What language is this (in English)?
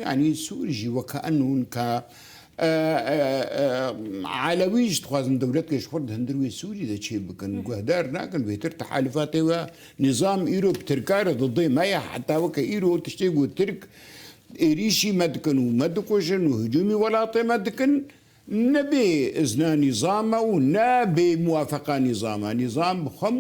Kurdish